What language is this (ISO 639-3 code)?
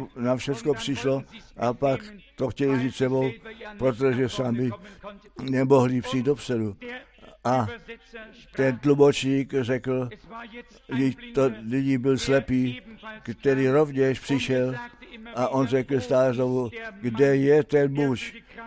ces